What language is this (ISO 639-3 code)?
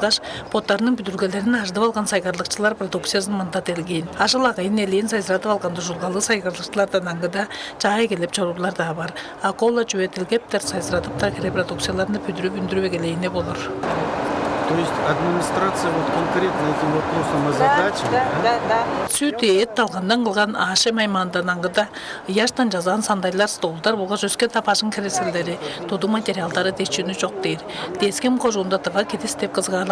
tyv